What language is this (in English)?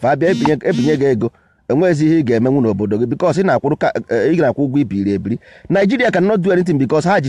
Igbo